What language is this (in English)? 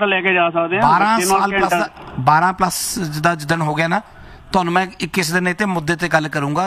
Punjabi